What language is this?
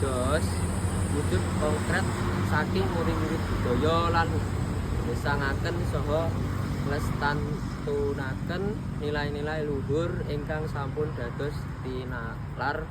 Javanese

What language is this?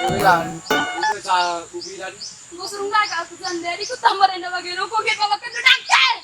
Batak Karo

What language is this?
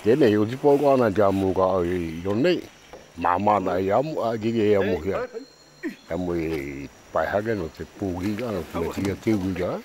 Tahitian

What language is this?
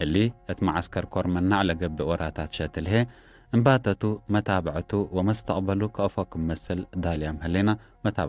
Tigre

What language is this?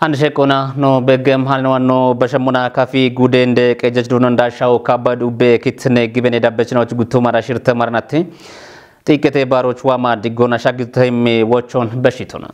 Kafa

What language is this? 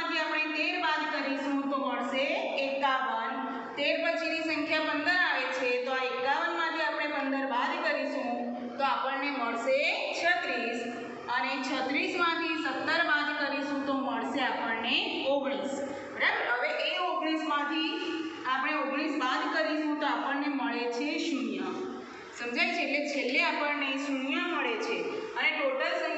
Gujarati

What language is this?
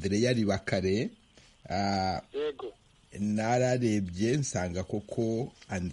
Kinyarwanda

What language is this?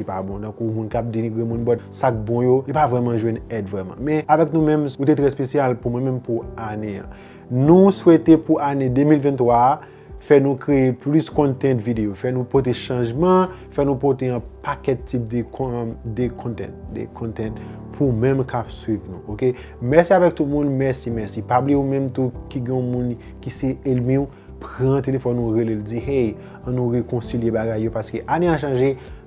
Haitian Creole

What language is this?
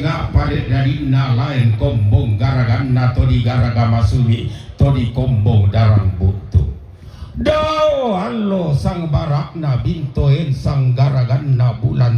Toraja-Sa'dan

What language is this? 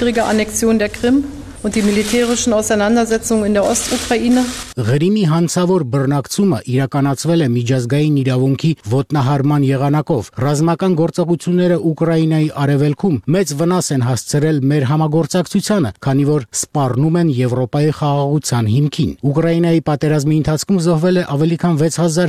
Armenian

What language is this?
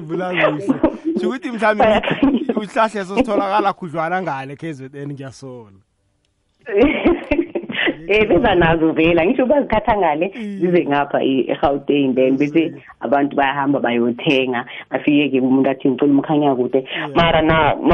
South Ndebele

